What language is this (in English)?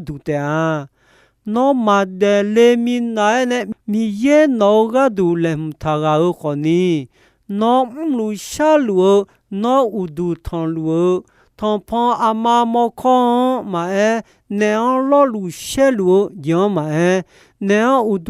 Akha